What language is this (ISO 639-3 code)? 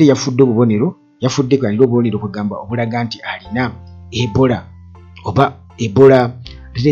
lug